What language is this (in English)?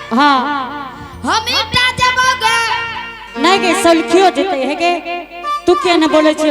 Angika